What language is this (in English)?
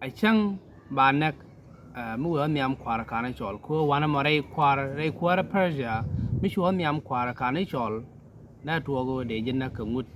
Nuer